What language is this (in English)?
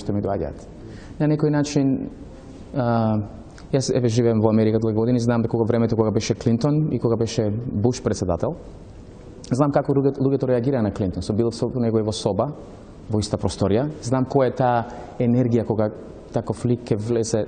Macedonian